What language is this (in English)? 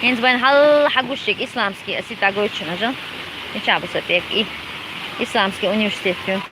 Chechen